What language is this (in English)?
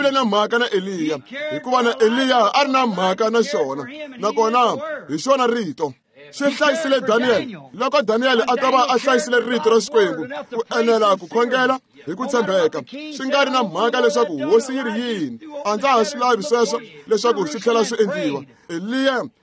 Tsonga